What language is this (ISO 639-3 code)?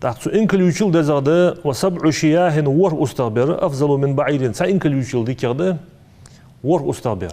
inh